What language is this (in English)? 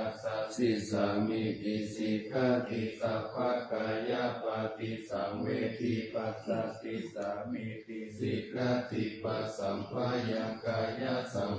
Pali